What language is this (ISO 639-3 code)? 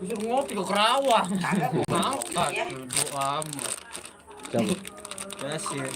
bew